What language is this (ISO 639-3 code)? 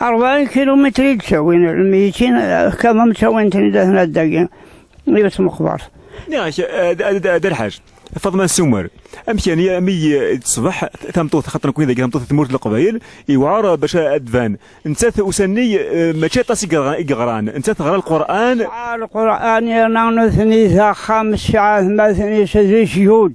kab